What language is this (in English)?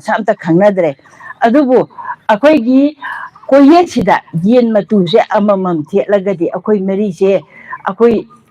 Manipuri